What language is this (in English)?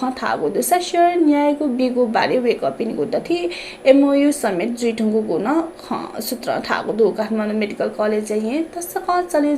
Newari